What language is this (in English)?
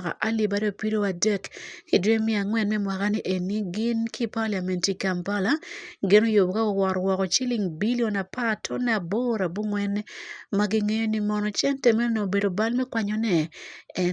Acoli